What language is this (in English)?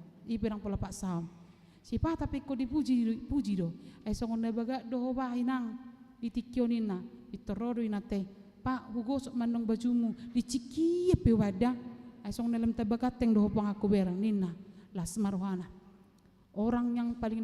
Batak Toba